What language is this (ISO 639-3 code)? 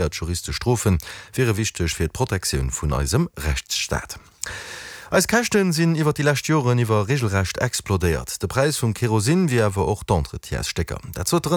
ltz